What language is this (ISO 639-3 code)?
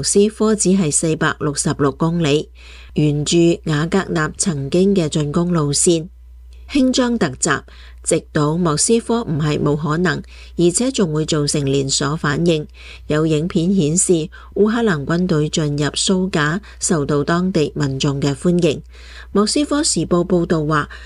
yue